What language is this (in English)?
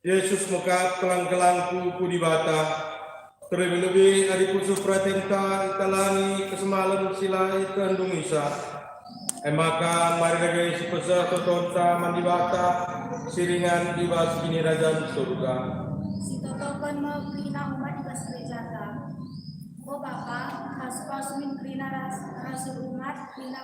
Batak Karo